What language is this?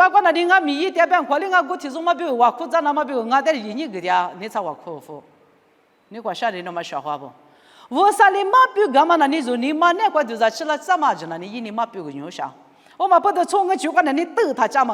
Lisu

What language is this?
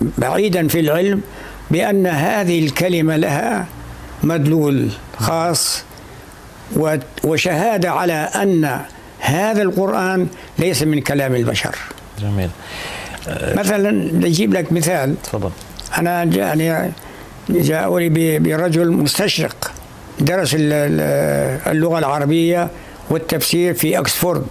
North Levantine Arabic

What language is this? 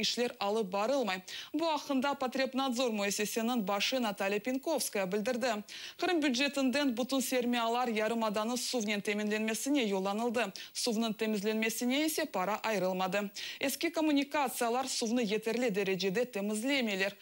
Crimean Tatar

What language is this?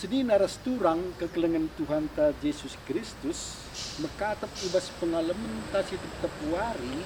Batak Karo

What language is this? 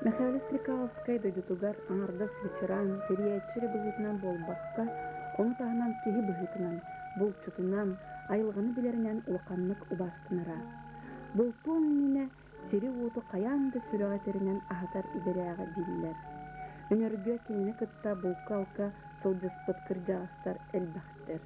Yakut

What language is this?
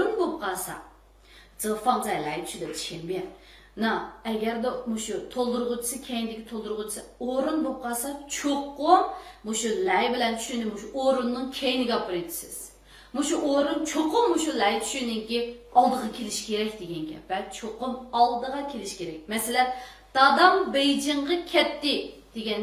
Uyghur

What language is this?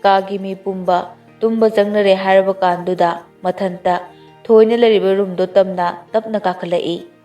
Manipuri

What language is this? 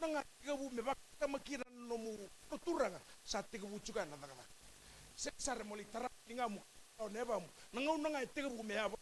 Fijian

